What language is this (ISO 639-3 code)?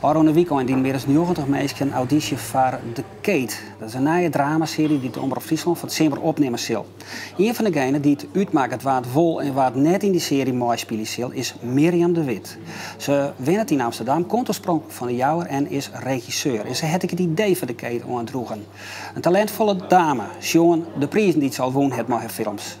fry